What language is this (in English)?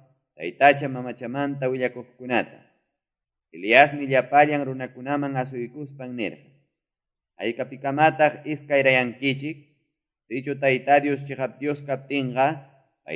Quechua